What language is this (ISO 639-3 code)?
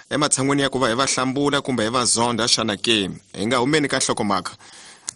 tso